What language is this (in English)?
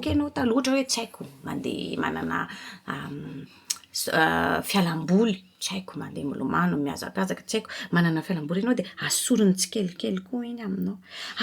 Malagasy